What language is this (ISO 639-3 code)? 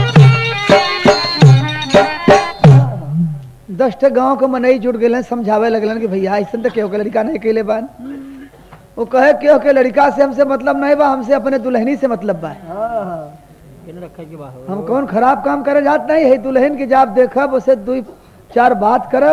bho